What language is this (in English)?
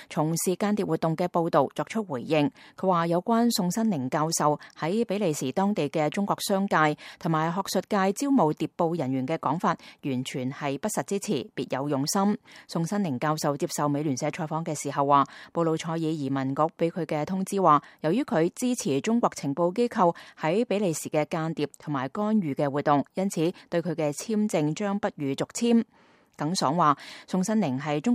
Cantonese